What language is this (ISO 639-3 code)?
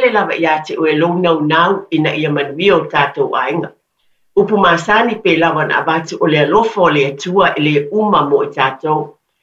smo